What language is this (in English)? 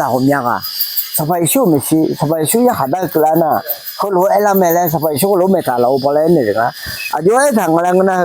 Akha